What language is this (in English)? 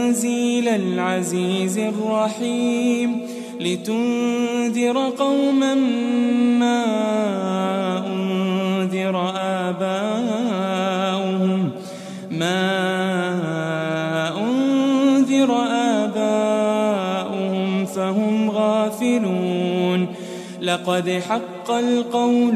Arabic